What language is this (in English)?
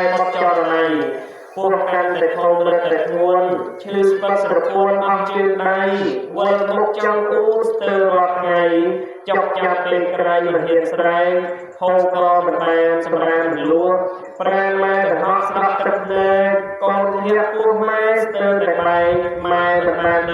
Khmer